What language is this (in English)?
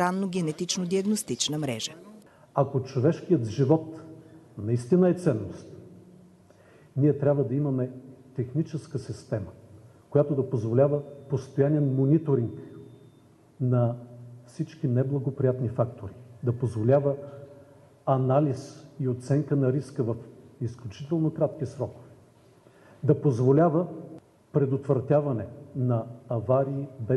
Bulgarian